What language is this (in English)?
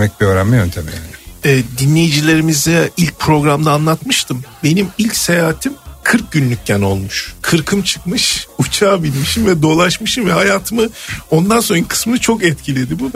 Turkish